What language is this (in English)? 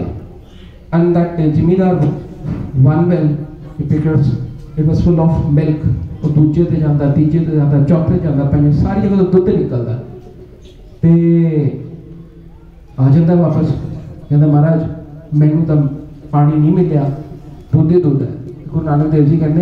Punjabi